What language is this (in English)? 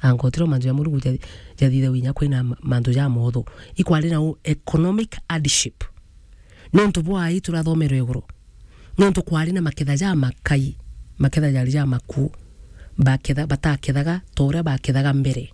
Meru